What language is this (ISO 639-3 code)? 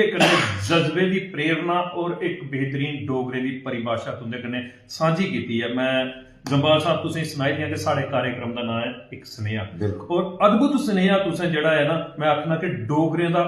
doi